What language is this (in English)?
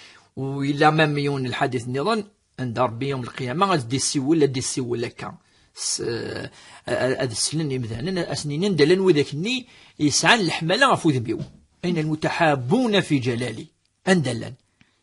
Kabyle